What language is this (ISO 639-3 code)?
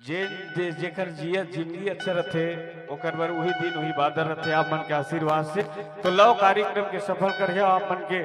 hne